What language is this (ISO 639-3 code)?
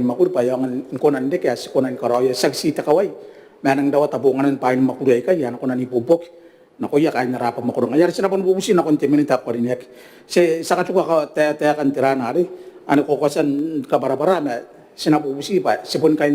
gil